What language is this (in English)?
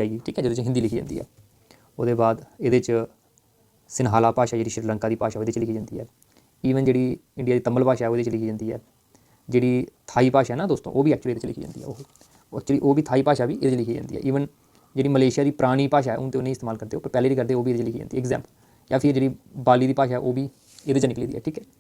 Dogri